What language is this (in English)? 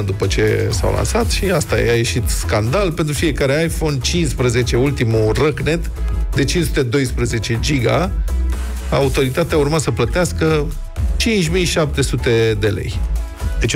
Romanian